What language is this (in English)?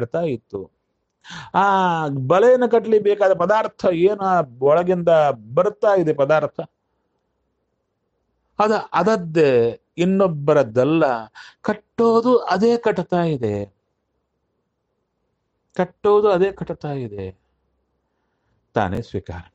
Kannada